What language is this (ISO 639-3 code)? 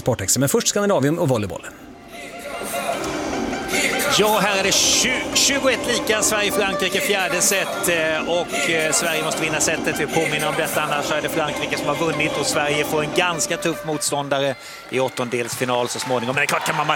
swe